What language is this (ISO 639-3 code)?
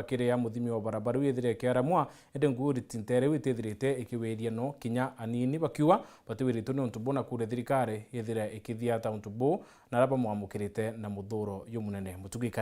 mer